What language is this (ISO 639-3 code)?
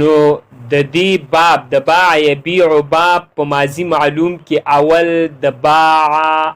pus